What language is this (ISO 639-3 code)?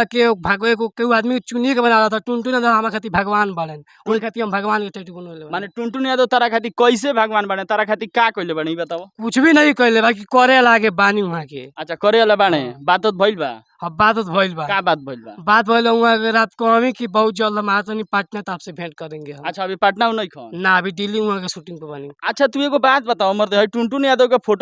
bho